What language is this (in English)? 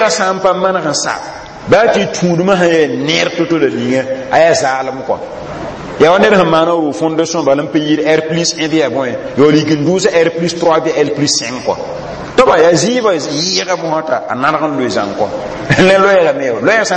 Mossi